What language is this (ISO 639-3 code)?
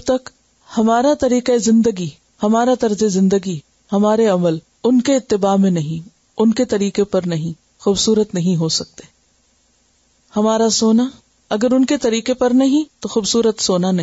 urd